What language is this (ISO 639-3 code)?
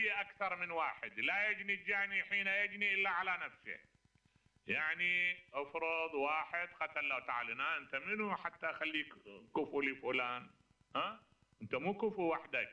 acm